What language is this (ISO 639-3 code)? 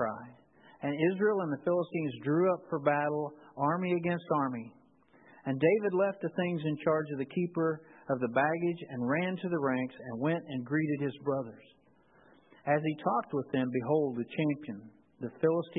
eng